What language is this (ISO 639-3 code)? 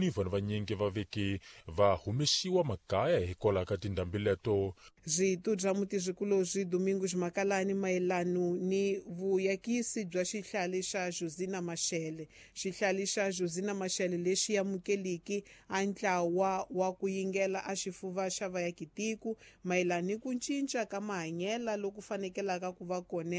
tso